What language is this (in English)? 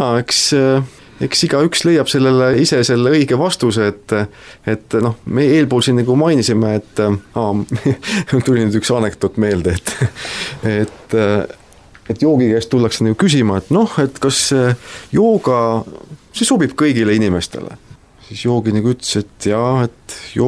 Estonian